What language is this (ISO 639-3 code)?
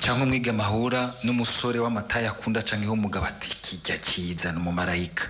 run